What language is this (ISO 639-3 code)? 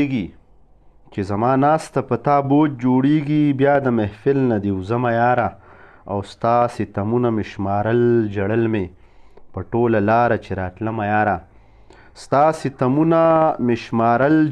pus